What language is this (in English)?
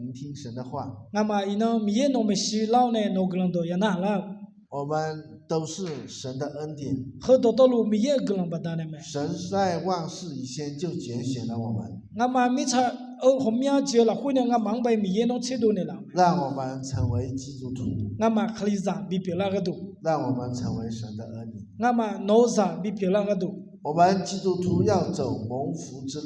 Akha